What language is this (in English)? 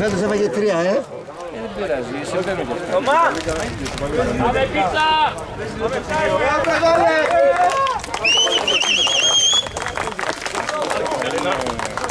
Greek